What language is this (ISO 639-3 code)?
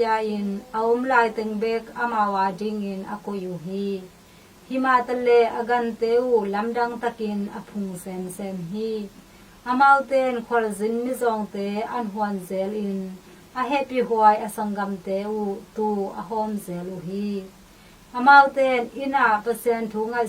ctd